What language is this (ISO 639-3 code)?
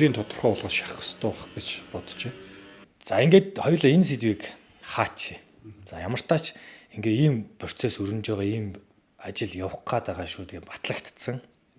mon